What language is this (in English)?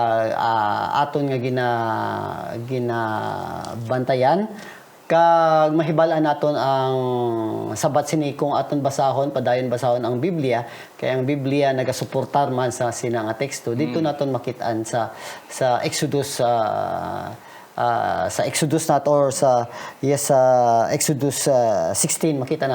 Hiligaynon